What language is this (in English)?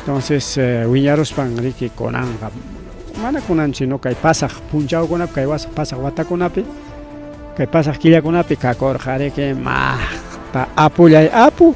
Ayacucho Quechua